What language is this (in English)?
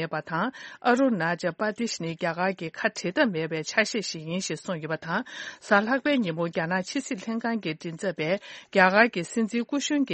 Tibetan